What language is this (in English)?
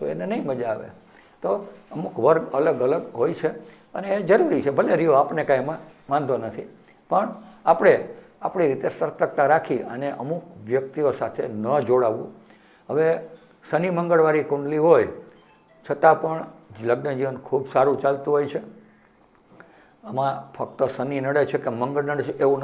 Gujarati